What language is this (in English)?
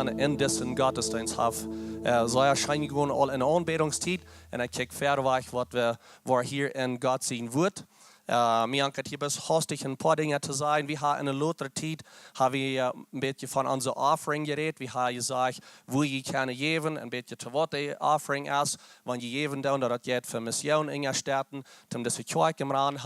Plautdietsch